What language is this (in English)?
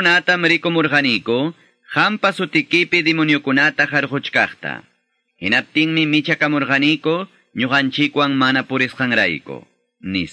Quechua